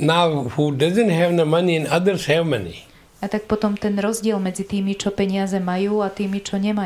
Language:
Slovak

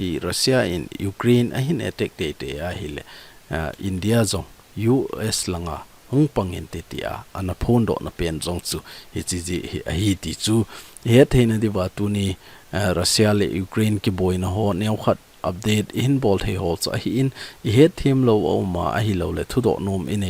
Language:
Thado Chin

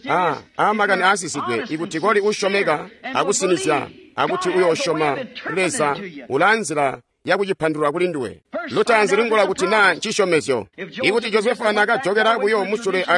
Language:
Tonga (Zambia)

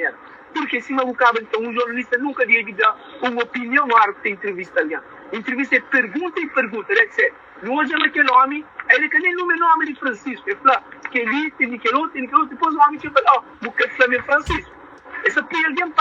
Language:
Kabuverdianu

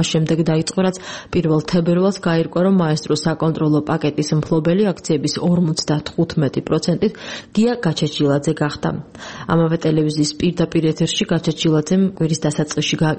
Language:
Georgian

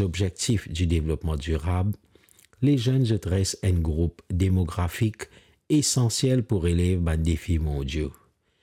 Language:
Morisyen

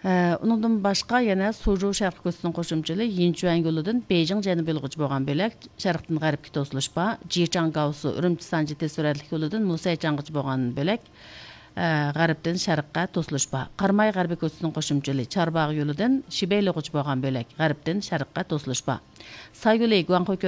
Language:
Uyghur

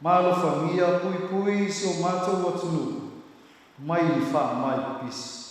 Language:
Samoan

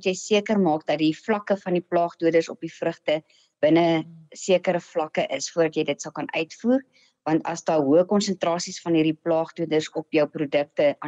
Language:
Afrikaans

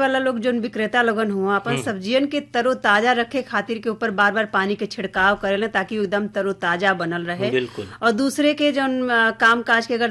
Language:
Bhojpuri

